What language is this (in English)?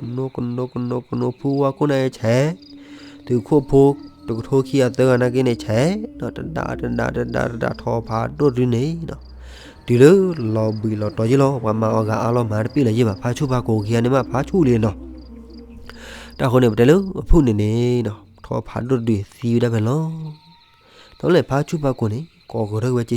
S'gaw Karen